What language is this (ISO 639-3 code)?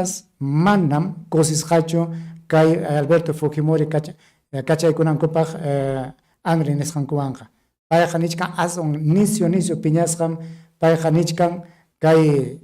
quy